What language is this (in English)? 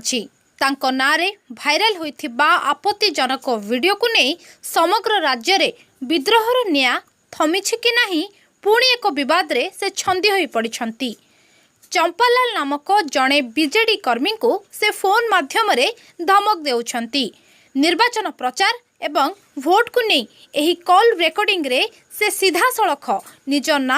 Odia